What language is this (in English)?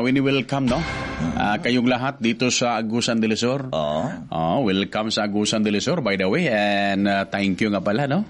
Cebuano